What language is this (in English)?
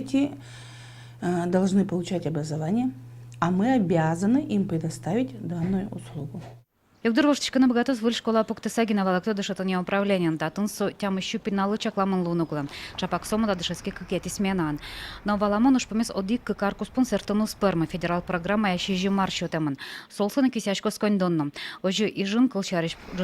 Udmurt